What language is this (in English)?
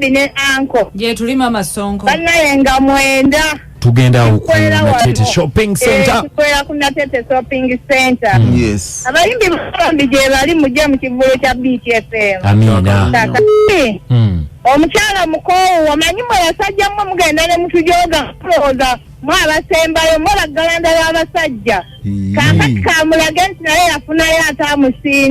Ganda